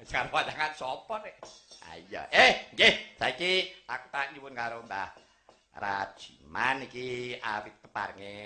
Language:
Javanese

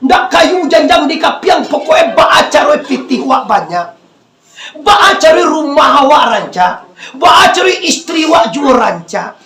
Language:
Minangkabau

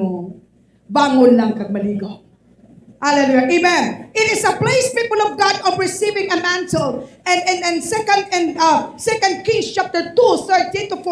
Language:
Hiligaynon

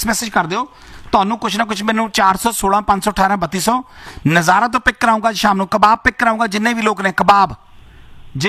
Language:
Punjabi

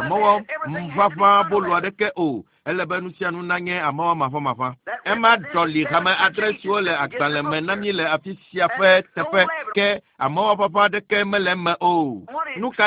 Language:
Ewe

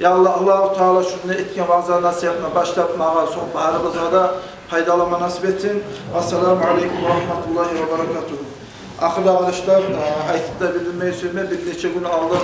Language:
Kumyk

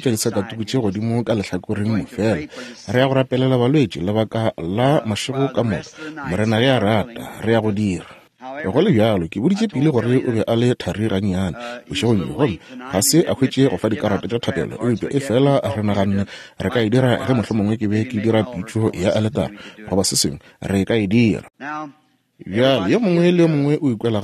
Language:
Northern Sotho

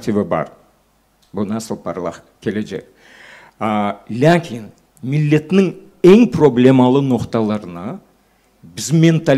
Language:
Crimean Tatar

